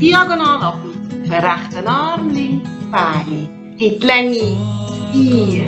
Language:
Swiss German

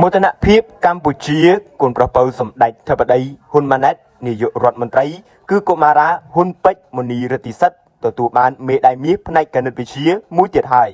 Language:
Khmer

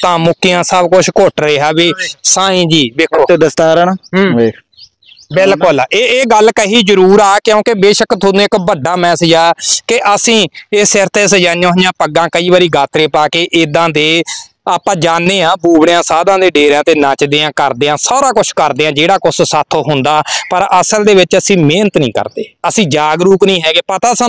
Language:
Punjabi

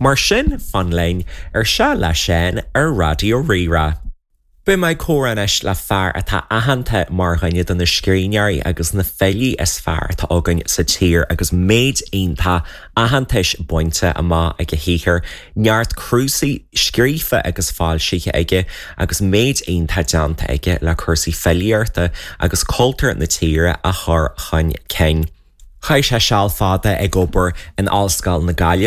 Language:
Irish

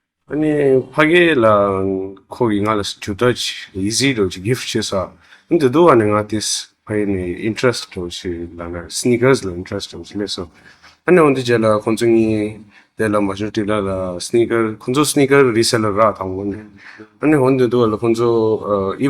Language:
Tibetan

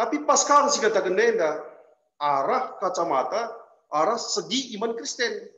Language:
Batak Karo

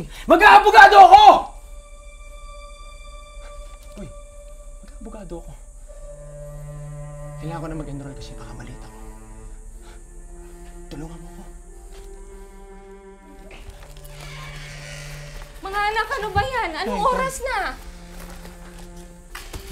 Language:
Filipino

